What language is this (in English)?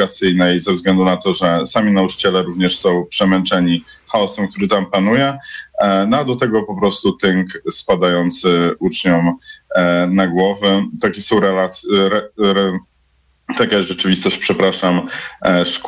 Polish